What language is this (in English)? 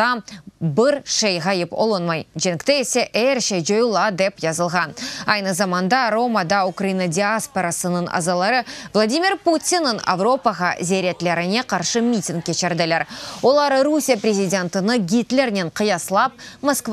Crimean Tatar